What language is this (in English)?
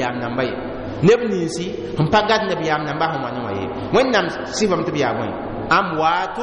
Mossi